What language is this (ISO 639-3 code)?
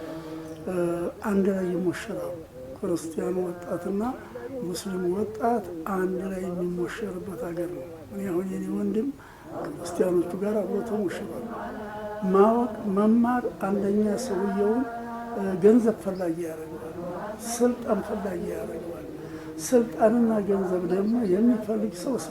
amh